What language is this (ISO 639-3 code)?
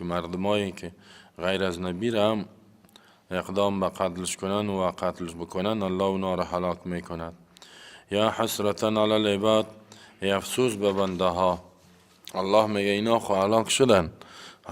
fas